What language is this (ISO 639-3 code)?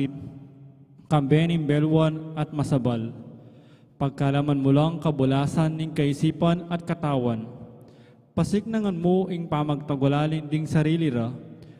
pam